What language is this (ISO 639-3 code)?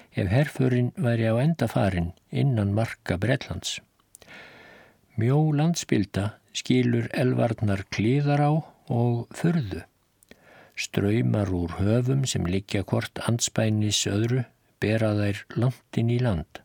isl